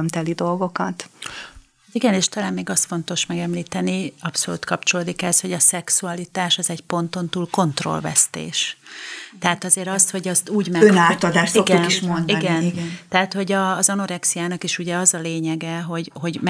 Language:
Hungarian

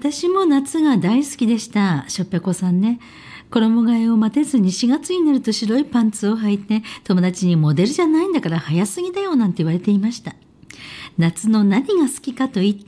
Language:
Japanese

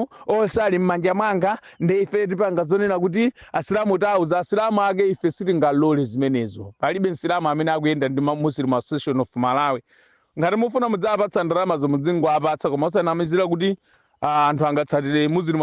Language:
Nyanja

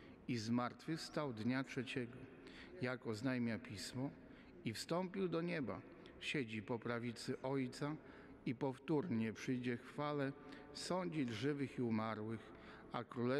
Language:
Polish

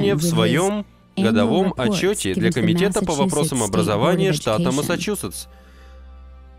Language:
Russian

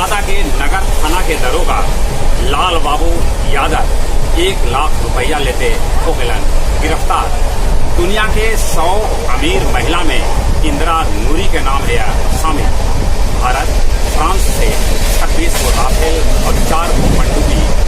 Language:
Magahi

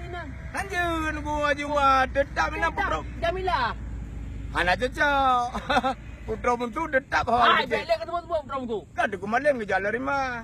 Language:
Achinese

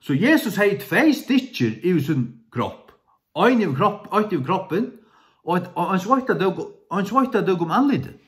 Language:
Faroese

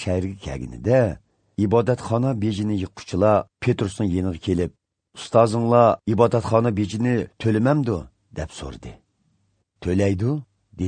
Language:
Uyghur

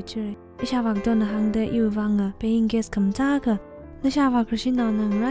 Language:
Tangkhul Naga (India)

